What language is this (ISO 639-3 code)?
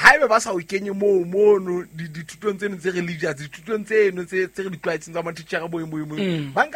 sot